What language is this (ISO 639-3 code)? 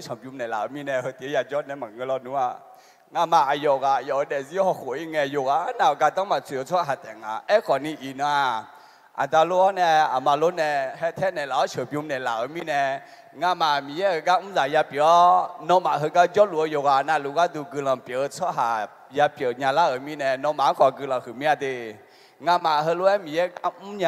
ahk